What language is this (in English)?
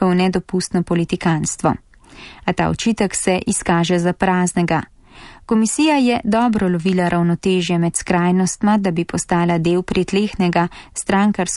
Slovenian